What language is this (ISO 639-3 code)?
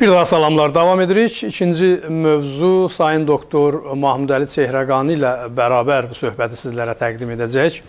azb